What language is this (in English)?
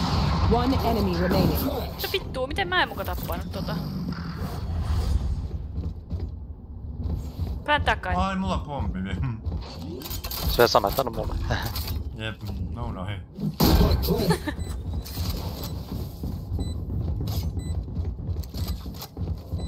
Finnish